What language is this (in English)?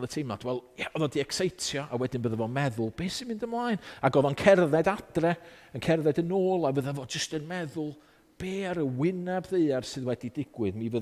Welsh